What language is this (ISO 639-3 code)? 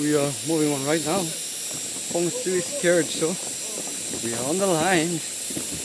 nag